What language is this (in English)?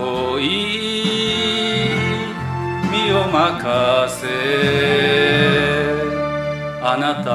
Japanese